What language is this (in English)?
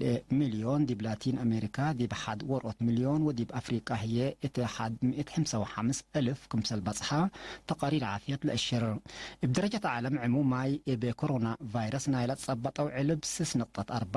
Tigre